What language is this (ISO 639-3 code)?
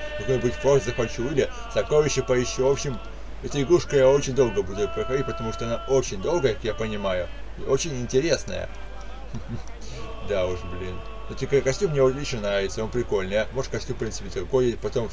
rus